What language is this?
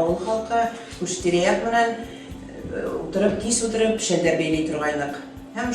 Bashkir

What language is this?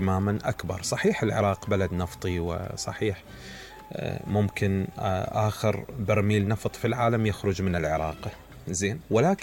Mesopotamian Arabic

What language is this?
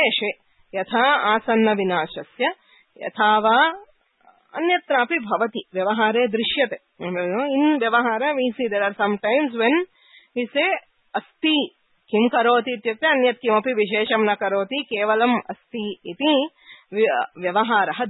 Sanskrit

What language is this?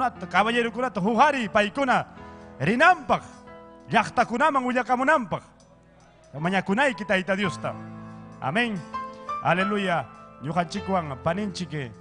Ayacucho Quechua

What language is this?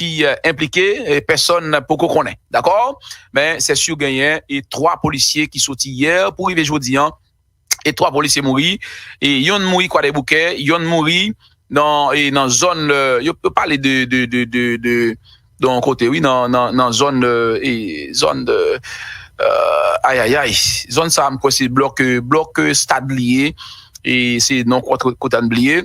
Haitian Creole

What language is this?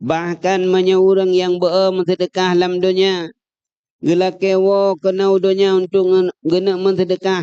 Achinese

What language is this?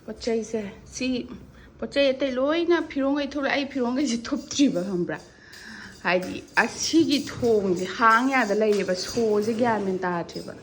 Manipuri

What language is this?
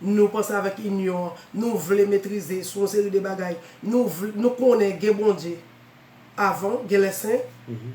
Haitian Creole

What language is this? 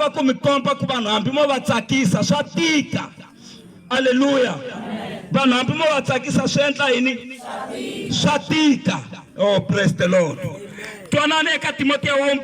Tsonga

